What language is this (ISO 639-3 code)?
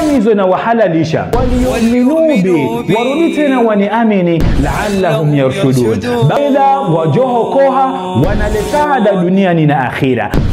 zdj